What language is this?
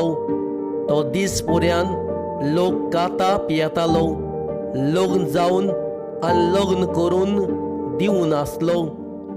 Konkani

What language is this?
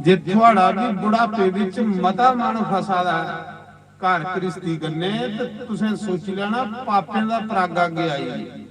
Dogri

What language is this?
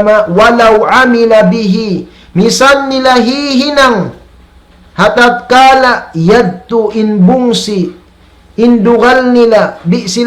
Tausug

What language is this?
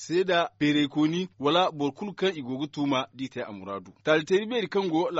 Zarma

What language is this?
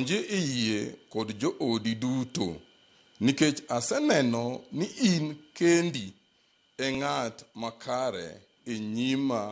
Luo (Kenya and Tanzania)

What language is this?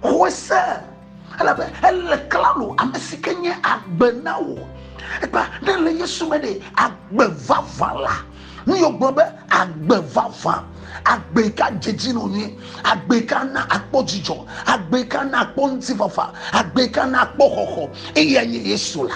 Ewe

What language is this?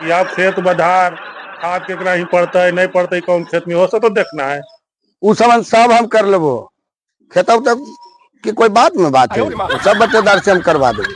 Magahi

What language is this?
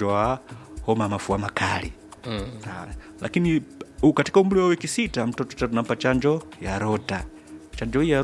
Swahili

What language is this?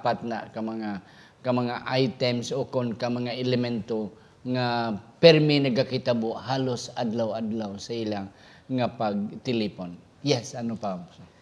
Hiligaynon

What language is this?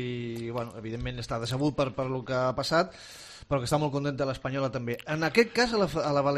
Catalan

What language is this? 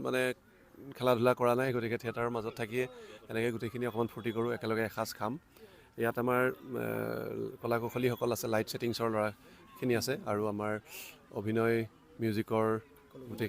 Assamese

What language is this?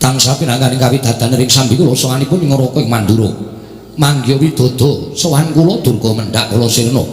Javanese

